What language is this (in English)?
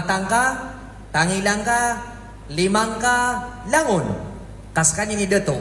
Maranao